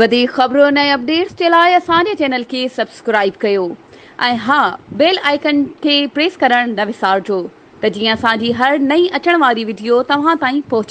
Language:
Sindhi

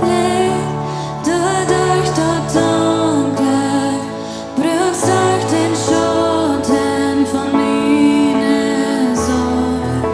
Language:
Plautdietsch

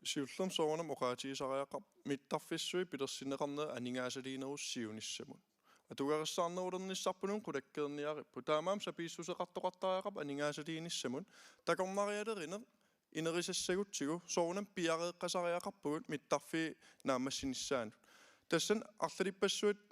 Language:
Kalaallisut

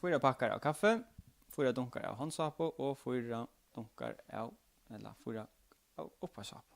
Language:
Faroese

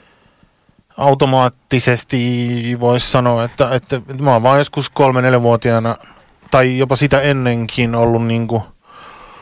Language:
Finnish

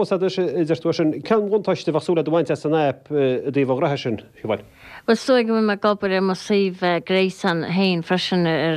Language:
Irish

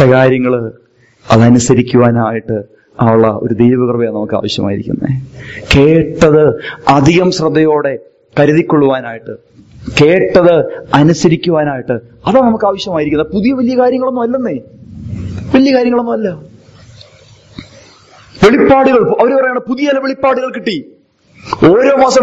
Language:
Malayalam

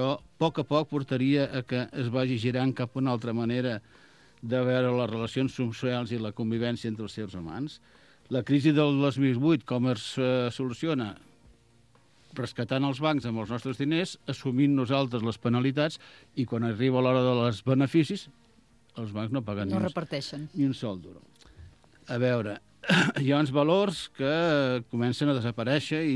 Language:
Catalan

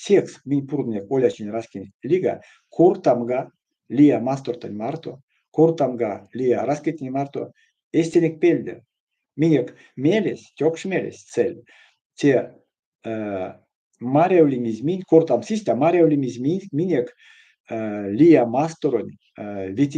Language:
Erzya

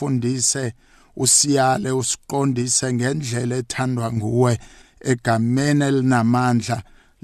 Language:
South Ndebele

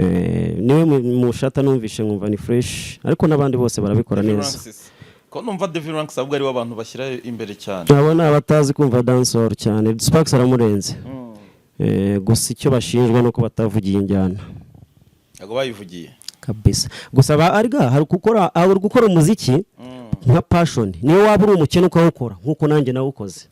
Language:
Kinyarwanda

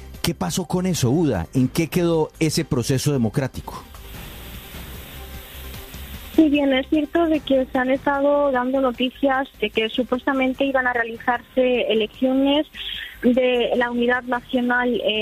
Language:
Spanish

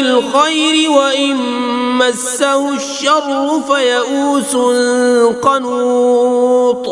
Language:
Kashmiri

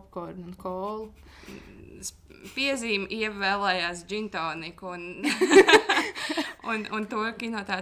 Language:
Latvian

